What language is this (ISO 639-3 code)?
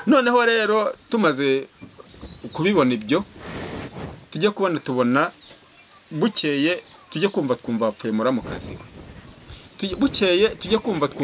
kin